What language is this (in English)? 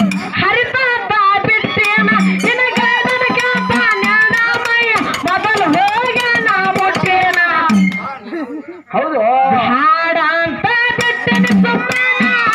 Kannada